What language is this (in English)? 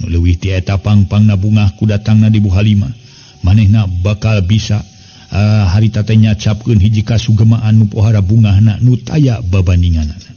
Sundanese